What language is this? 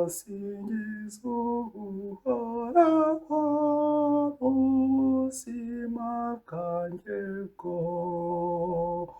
Kinyarwanda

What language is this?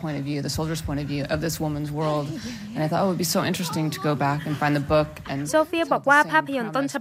Thai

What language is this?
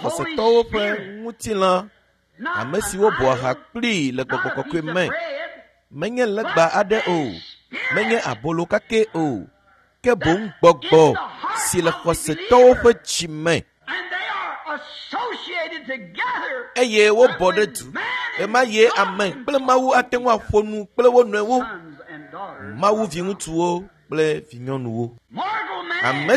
Ewe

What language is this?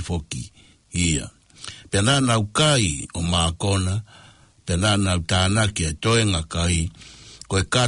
Tongan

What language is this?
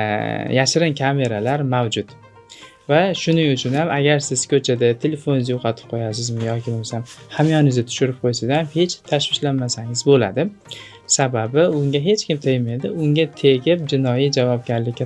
Uzbek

